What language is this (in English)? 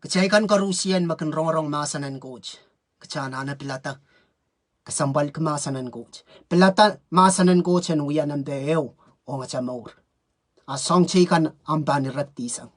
Pohnpeian